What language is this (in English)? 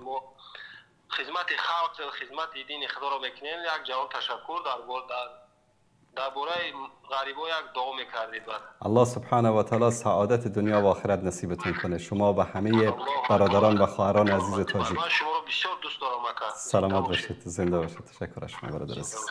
Persian